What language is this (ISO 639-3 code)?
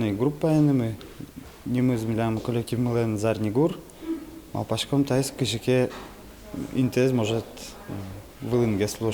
udm